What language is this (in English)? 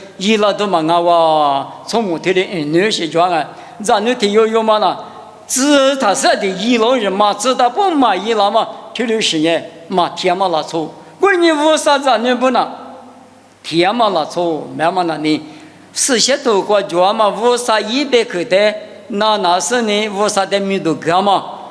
Lisu